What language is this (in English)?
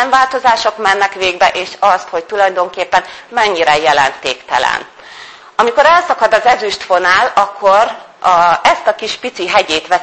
Hungarian